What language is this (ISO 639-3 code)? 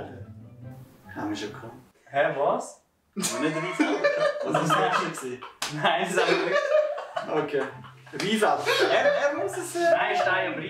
gsw